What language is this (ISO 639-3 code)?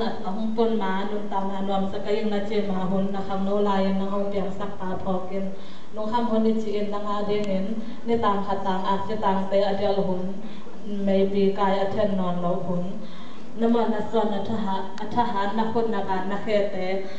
ctd